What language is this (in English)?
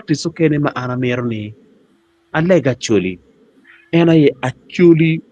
Acoli